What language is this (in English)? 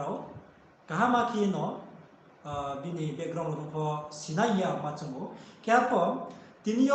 Riang (India)